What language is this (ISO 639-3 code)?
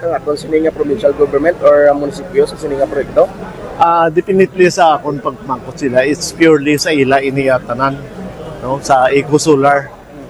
hil